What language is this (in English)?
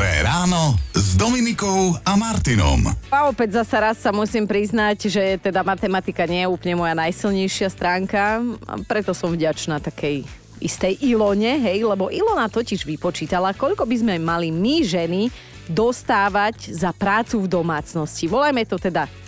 Slovak